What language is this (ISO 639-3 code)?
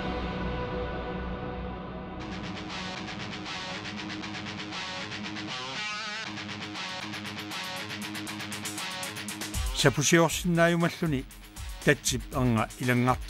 kal